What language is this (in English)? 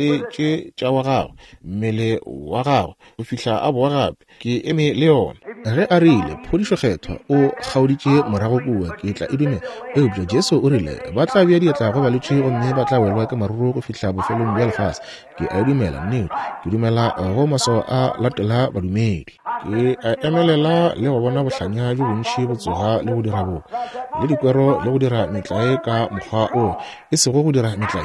Northern Sotho